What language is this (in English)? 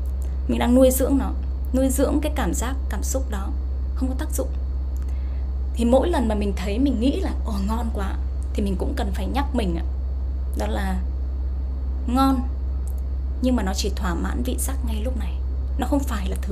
Vietnamese